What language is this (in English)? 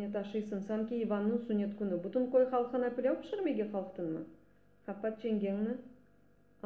Crimean Tatar